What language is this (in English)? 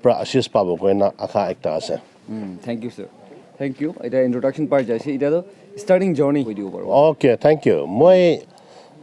Naga Pidgin